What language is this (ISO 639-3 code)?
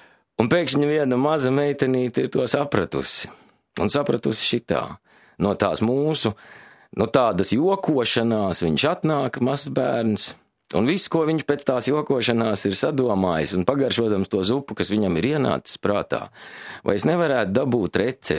lav